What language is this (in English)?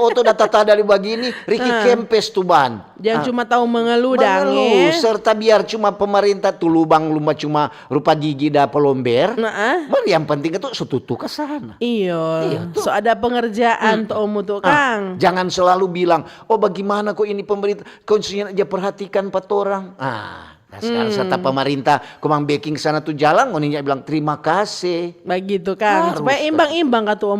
Manado Malay